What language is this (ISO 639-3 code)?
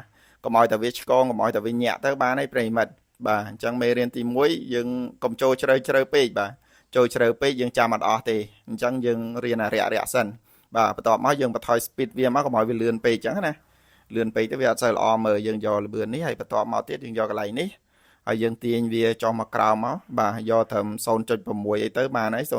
khm